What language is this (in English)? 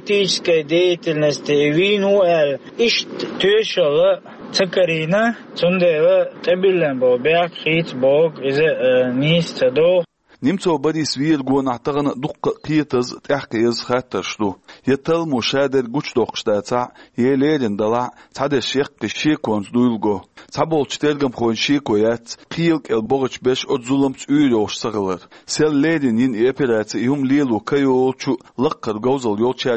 Chechen